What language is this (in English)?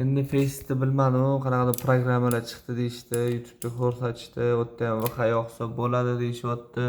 Uzbek